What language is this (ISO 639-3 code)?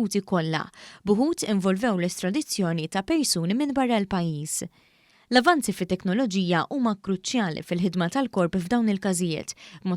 mlt